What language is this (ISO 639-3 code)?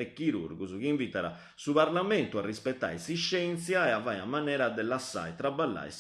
srd